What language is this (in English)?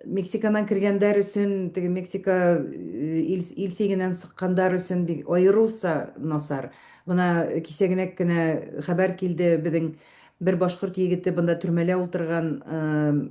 Bashkir